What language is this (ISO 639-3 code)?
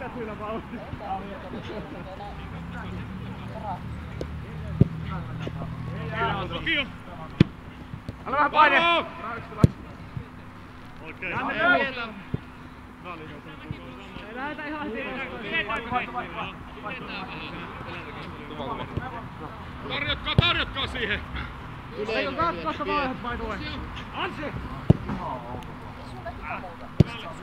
fin